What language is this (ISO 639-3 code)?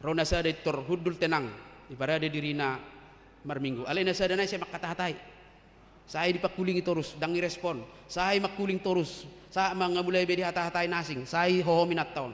bbc